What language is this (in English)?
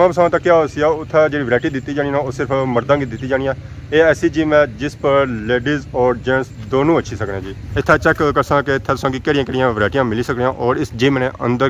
Pahari-Potwari